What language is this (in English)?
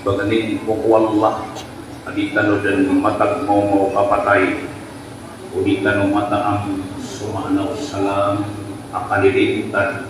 Maranao